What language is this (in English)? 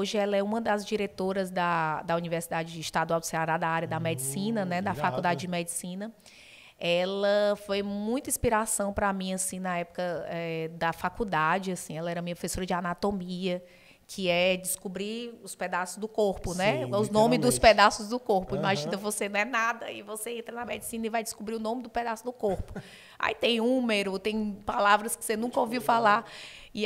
Portuguese